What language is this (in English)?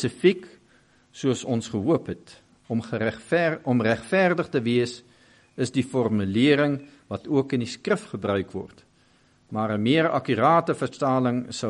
Afrikaans